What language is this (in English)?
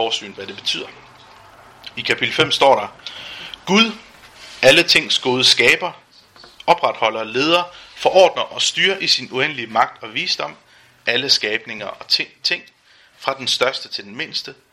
Danish